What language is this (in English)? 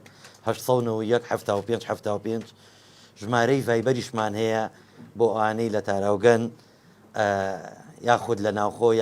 Central Kurdish